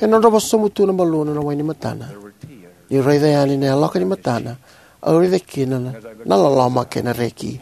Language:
Fijian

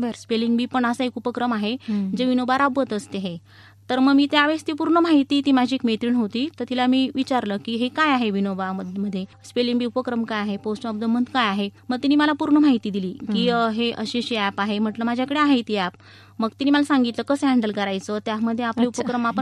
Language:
Marathi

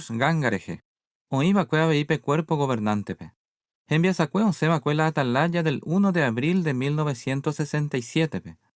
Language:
Guarani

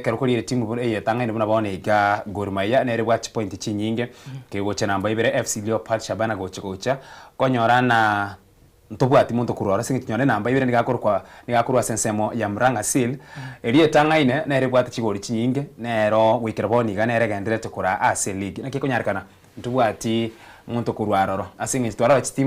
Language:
Gusii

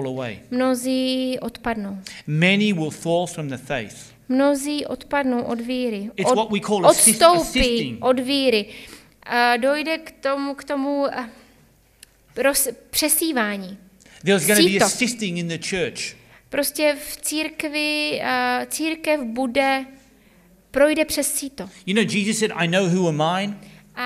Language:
Czech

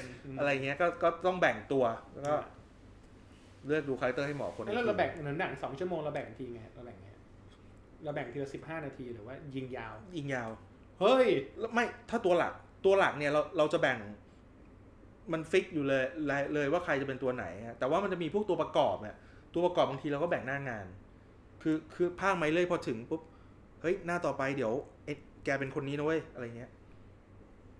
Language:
Thai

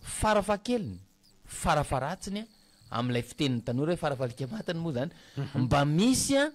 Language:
Malagasy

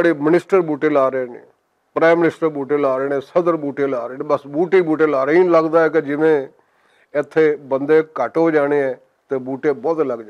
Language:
Western Panjabi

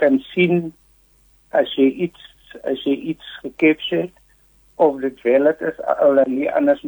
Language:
Afrikaans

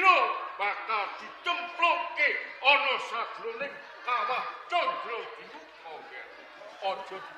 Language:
Javanese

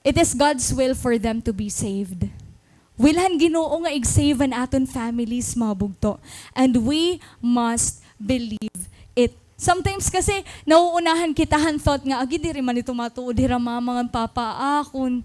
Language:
Waray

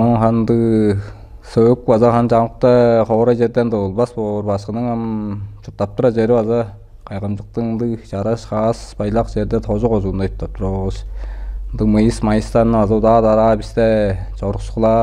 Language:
Tuvinian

